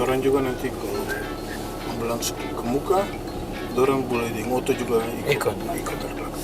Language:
Ambonese Malay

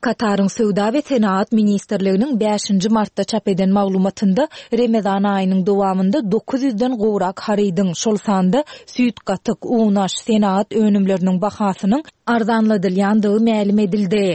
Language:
Turkmen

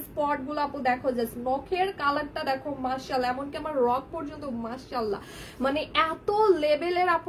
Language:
Bangla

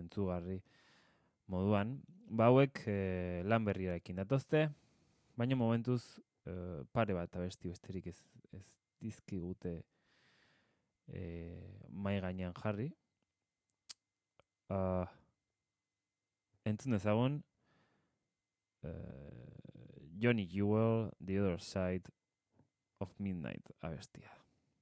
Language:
Basque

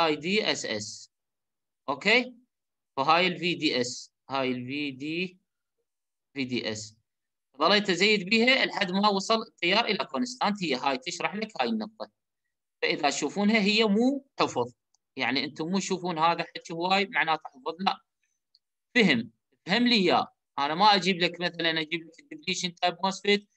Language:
Mesopotamian Arabic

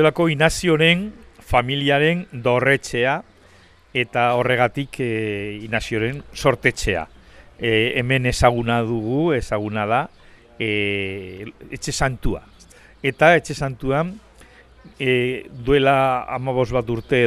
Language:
Basque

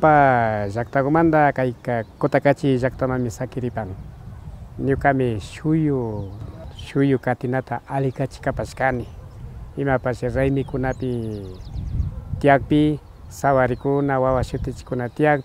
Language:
Imbabura Highland Quichua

